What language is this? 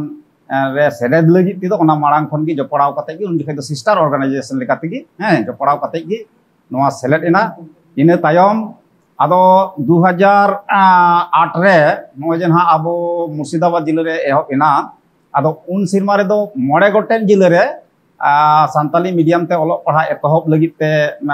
Santali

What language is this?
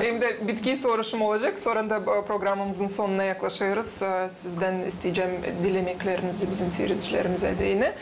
Gagauz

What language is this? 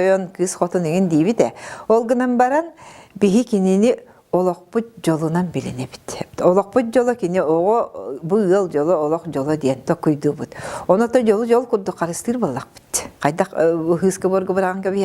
Yakut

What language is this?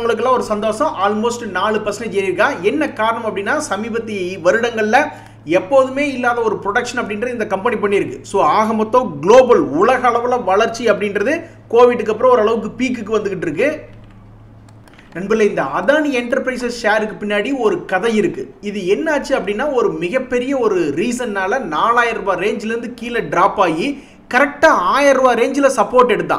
Tamil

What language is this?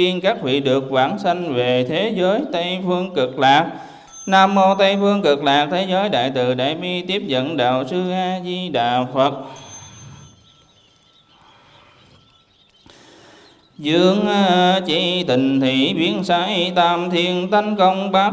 Vietnamese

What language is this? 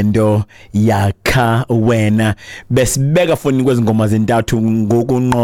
Xhosa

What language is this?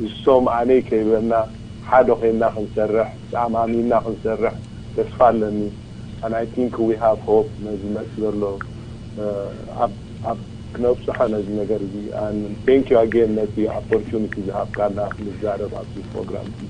Tigrinya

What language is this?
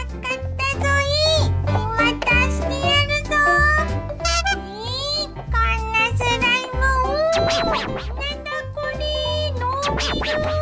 Japanese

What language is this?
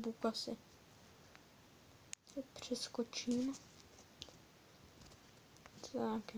Czech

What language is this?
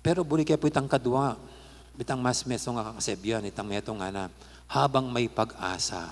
Pampanga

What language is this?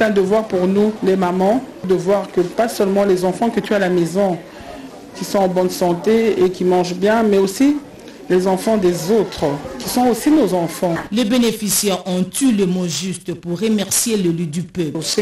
French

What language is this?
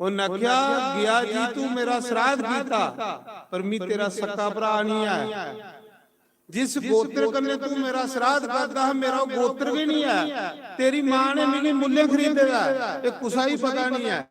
Dogri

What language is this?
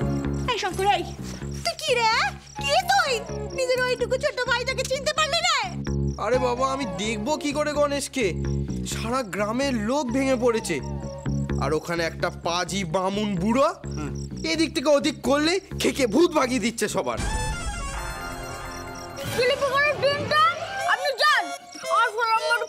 Bangla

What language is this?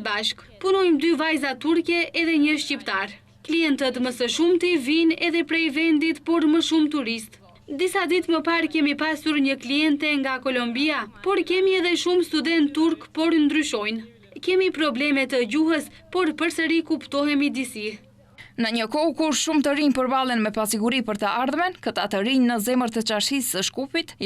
Albanian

